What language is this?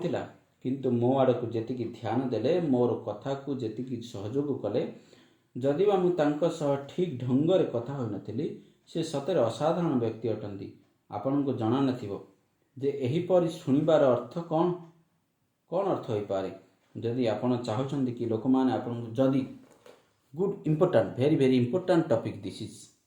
Odia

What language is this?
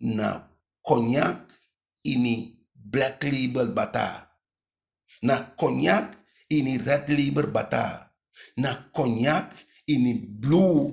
Eastern Maroon Creole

